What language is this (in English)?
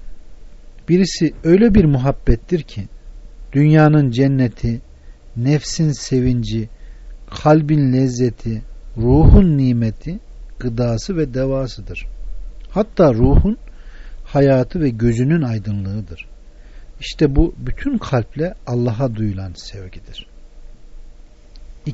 Turkish